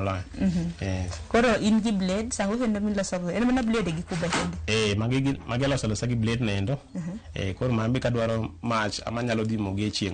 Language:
Luo (Kenya and Tanzania)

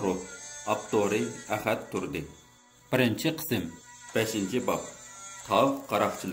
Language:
Uyghur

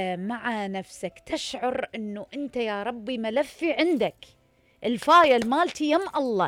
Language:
Mesopotamian Arabic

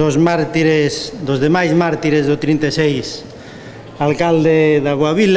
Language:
Galician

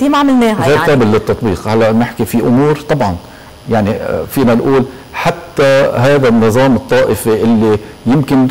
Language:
North Levantine Arabic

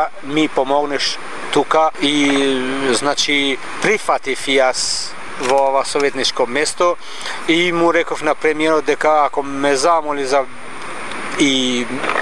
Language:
Macedonian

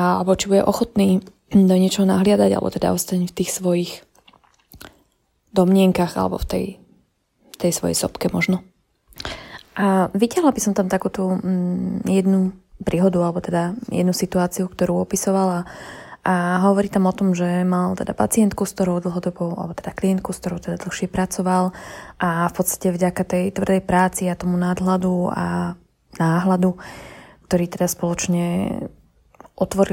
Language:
Slovak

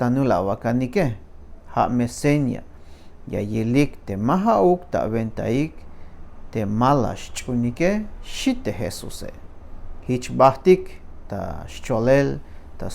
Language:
Tzeltal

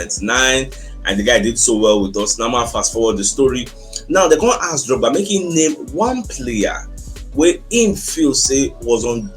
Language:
Nigerian Pidgin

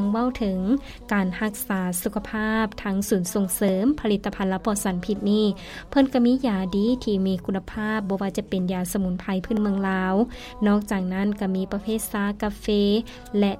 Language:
Lao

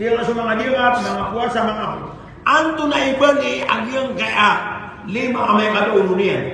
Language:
Maranao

